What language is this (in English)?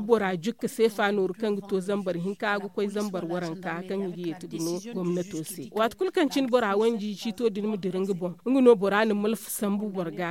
Zarma